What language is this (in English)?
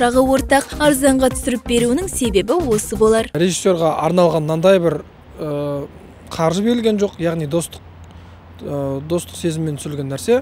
Kazakh